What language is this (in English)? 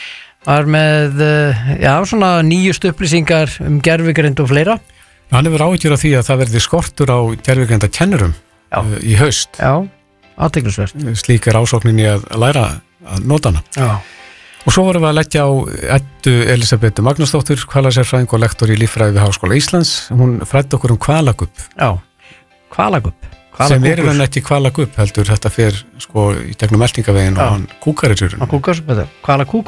Icelandic